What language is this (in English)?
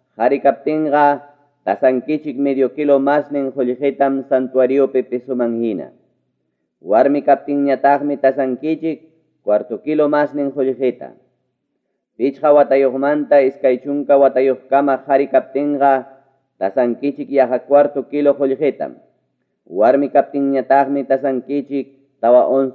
Ayacucho Quechua